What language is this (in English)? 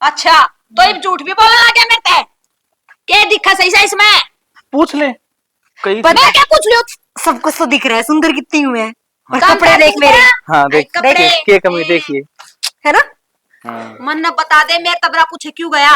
Haryanvi